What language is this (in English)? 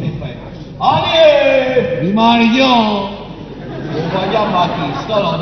Neapolitan